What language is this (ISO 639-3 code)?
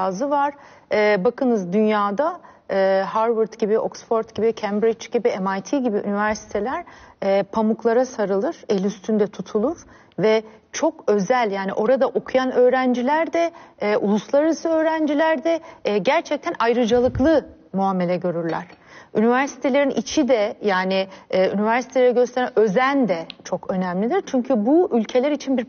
tur